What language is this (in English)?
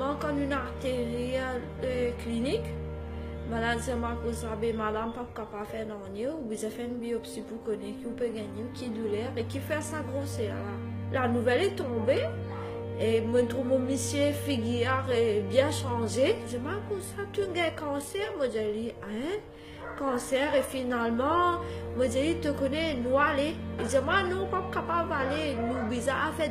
Morisyen